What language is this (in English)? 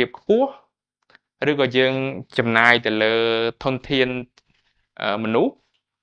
Khmer